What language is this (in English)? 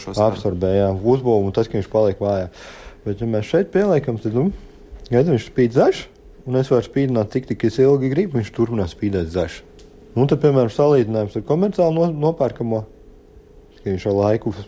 Latvian